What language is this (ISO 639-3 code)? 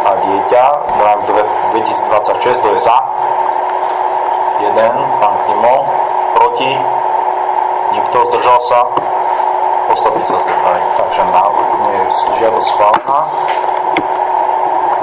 slk